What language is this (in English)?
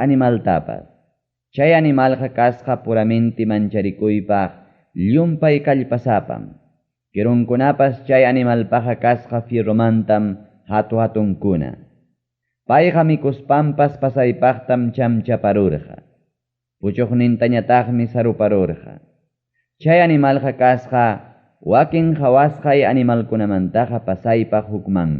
Ayacucho Quechua